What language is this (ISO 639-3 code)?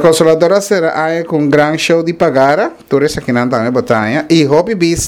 pap